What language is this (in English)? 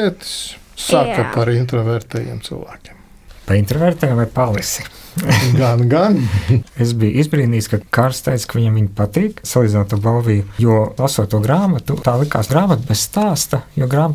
Latvian